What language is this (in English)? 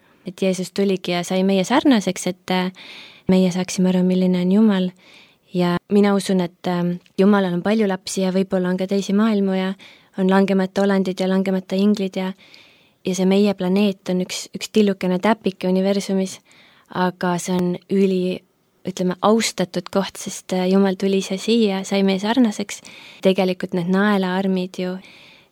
Estonian